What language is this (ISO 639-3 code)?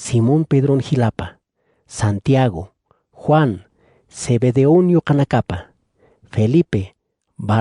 aym